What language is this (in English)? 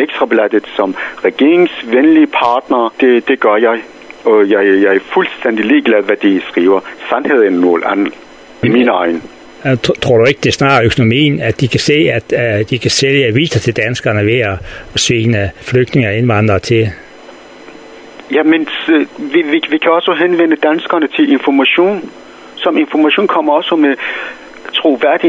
Danish